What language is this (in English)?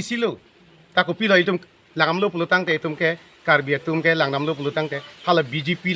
Karbi